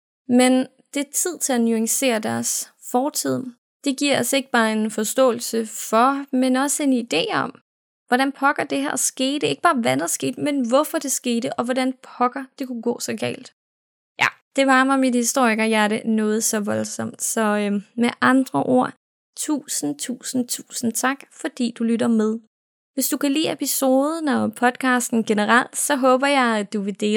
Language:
Danish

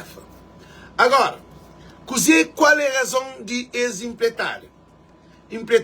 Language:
Kabuverdianu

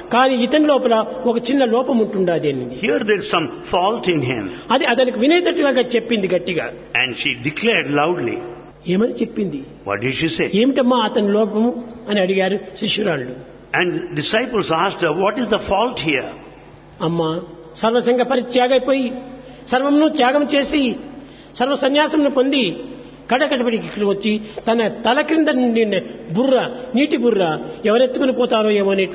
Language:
Telugu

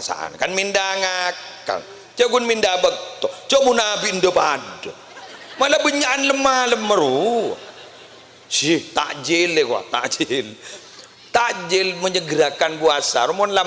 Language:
Madurese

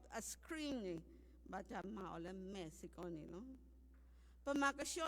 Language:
S'gaw Karen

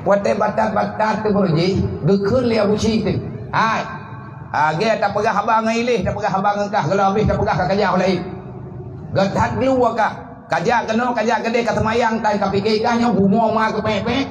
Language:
Achinese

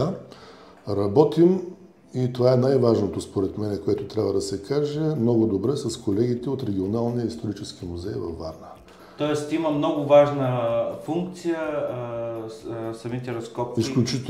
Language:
Bulgarian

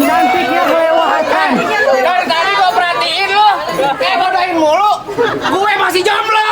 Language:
Betawi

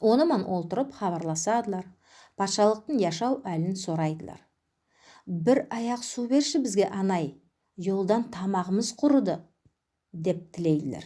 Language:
Nogai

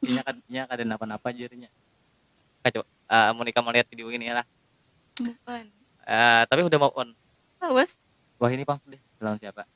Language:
Banjar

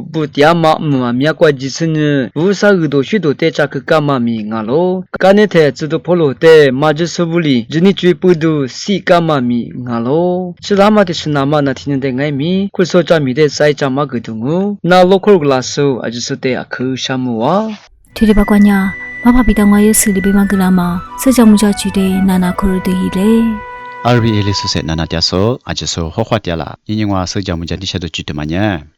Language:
Lisu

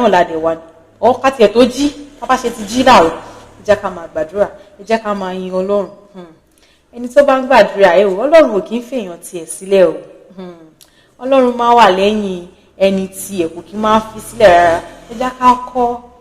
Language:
Yoruba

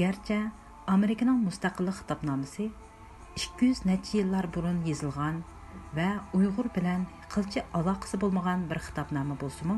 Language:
Uyghur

